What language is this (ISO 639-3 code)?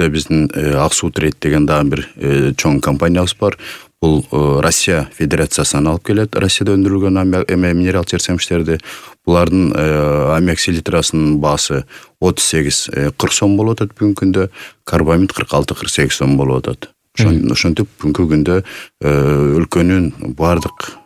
kir